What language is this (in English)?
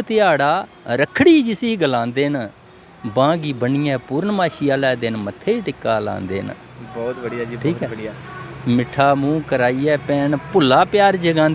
Dogri